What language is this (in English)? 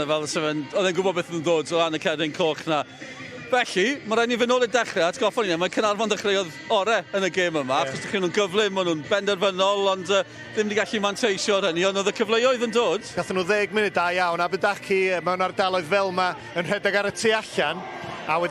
Welsh